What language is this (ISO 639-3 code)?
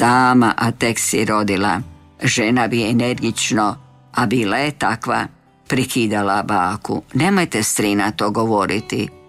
hrv